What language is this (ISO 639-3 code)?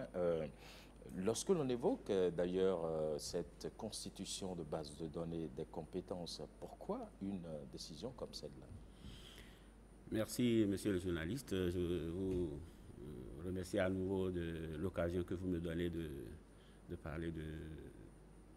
fra